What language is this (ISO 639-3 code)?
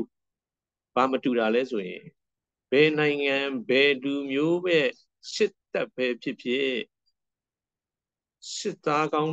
mya